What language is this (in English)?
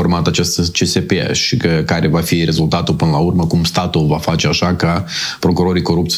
Romanian